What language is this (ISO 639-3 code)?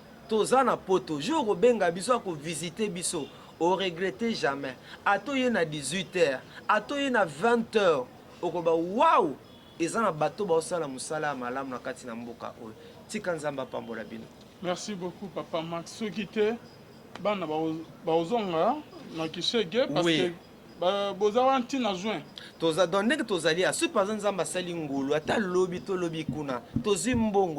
lin